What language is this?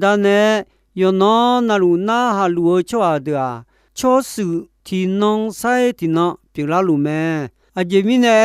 Akha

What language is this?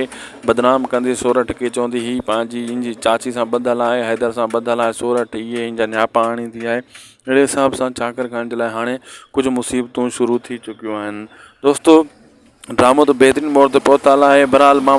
Sindhi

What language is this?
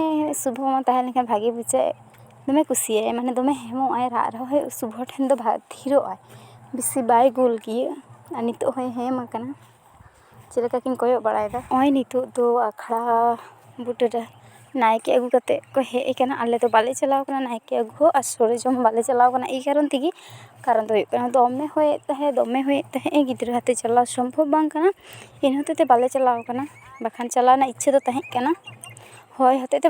Santali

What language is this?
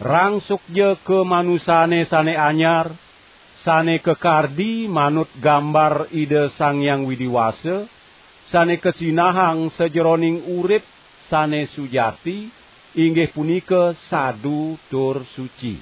Balinese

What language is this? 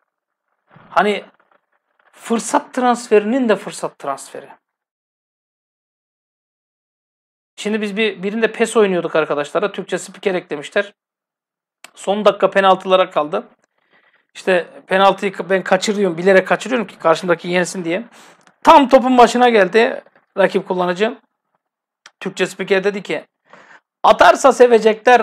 Turkish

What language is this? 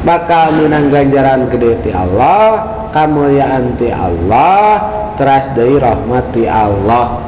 Sundanese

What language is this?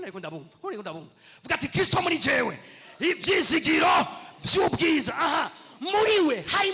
Rundi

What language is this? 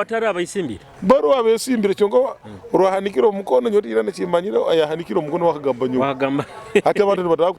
Nyoro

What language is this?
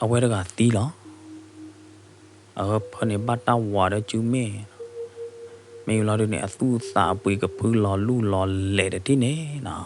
S'gaw Karen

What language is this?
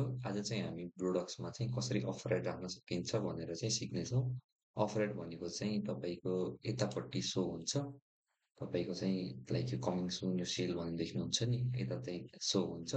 Nepali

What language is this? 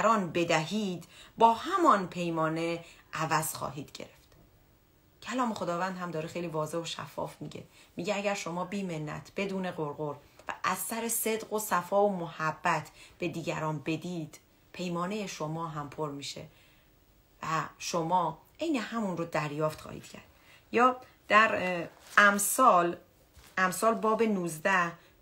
Persian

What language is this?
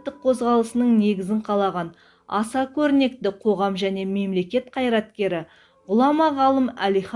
Kazakh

